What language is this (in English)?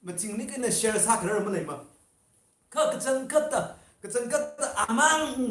Tangkhul Naga (India)